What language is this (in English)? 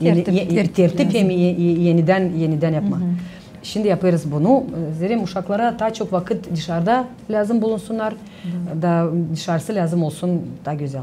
Gagauz